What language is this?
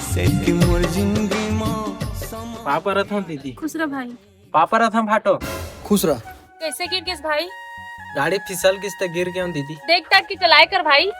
Chhattisgarhi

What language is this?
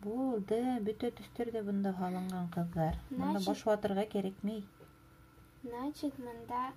Bashkir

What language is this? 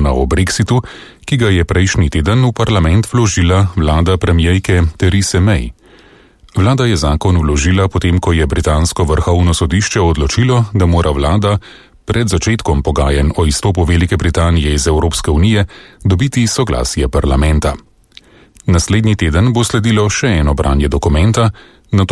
Slovenian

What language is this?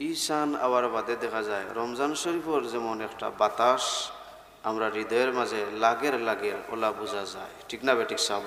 Sylheti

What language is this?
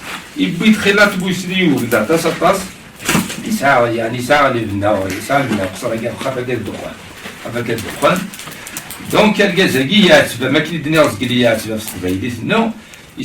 Kabyle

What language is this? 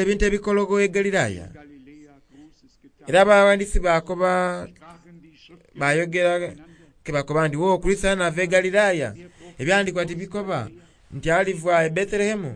Soga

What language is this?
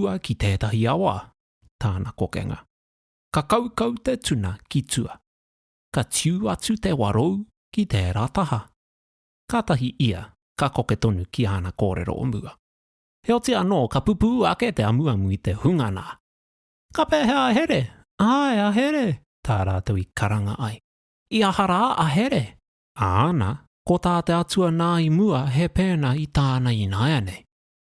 Māori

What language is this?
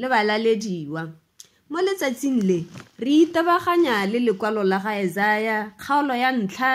Tswana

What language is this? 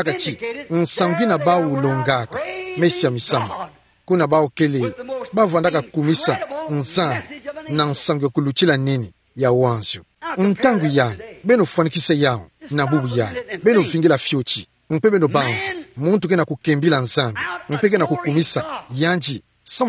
Kituba (Democratic Republic of Congo)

